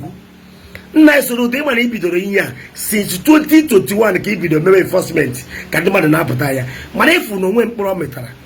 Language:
Igbo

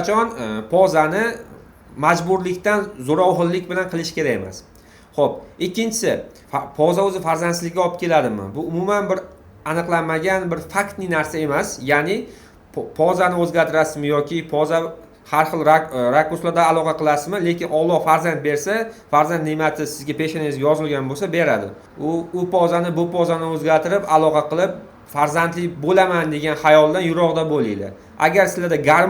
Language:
Uzbek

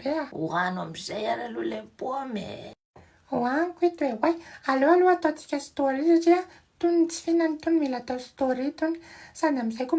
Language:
Malagasy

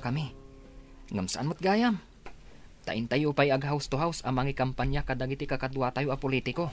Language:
Iloko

